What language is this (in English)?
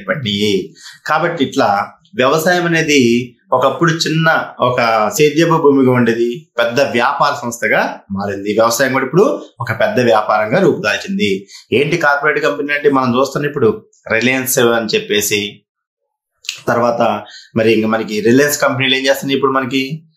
Telugu